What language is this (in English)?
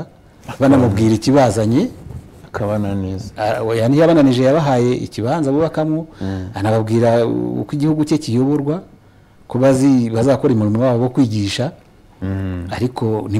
Kinyarwanda